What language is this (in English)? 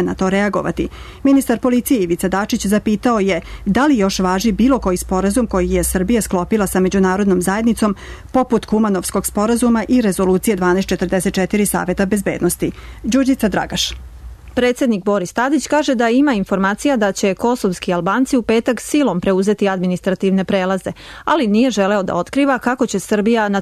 Serbian